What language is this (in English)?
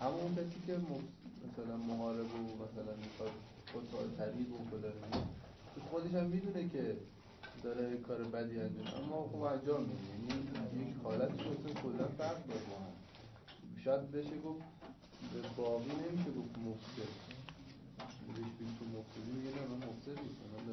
Persian